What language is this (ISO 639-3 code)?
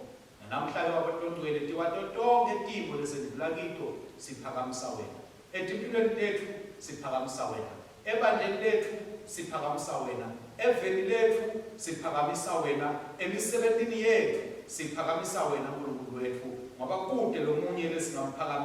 ssw